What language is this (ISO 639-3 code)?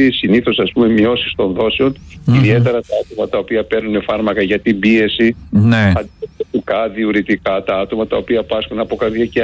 ell